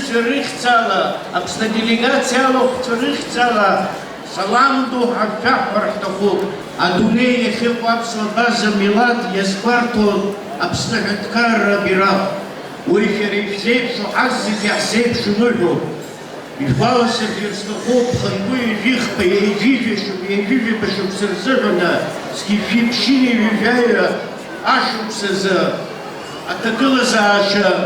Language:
Abkhazian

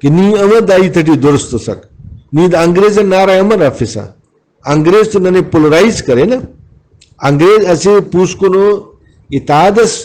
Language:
Brahui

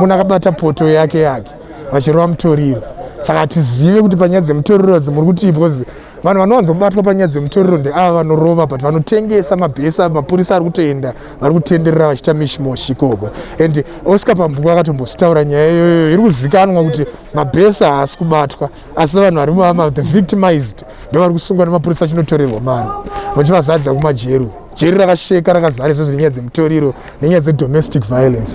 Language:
Shona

